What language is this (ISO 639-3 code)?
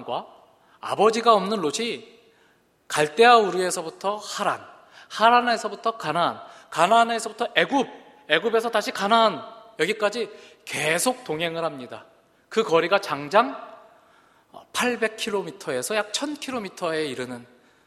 kor